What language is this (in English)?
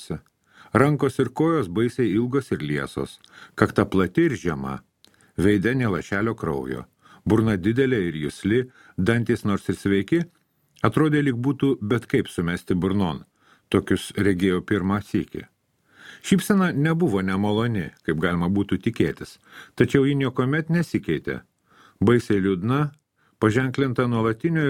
Lithuanian